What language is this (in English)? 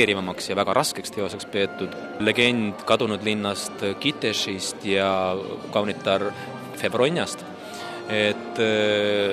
Estonian